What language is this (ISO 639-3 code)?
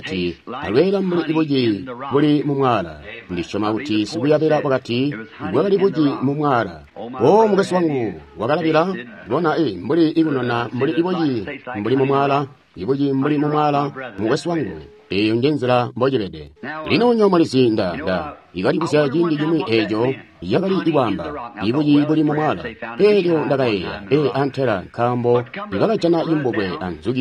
toi